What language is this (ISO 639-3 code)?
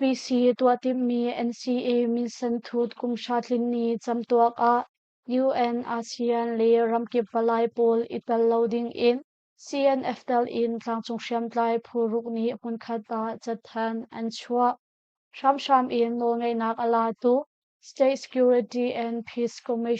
cnh